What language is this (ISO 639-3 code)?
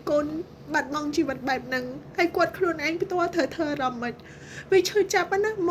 khm